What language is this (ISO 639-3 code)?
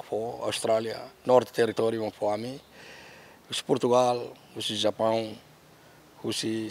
tet